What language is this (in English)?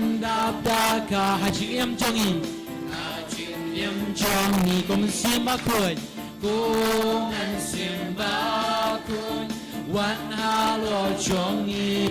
Khasi